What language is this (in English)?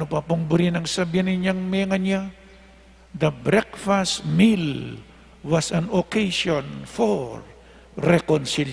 Pampanga